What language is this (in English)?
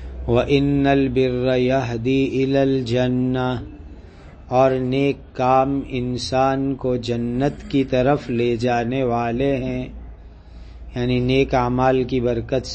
Urdu